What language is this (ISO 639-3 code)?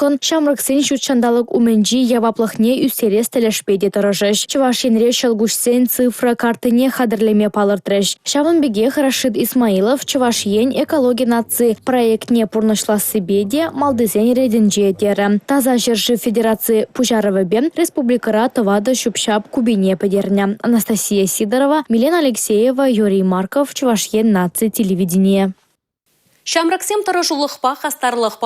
chv